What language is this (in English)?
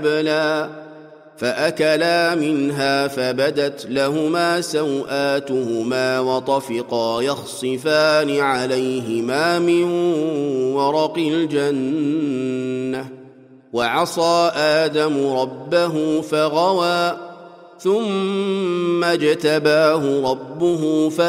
Arabic